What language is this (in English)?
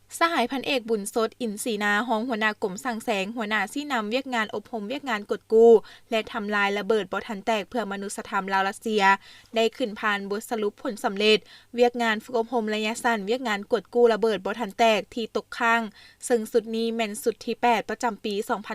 Lao